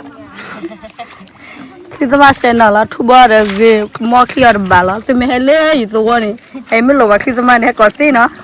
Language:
S'gaw Karen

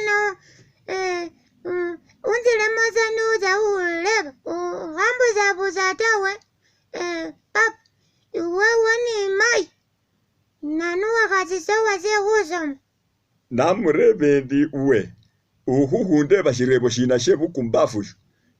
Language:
Masaaba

